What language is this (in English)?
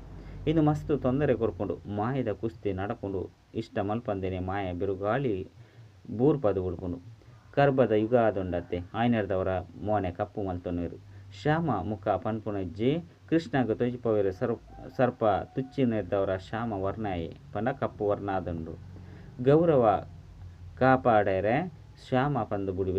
Tulu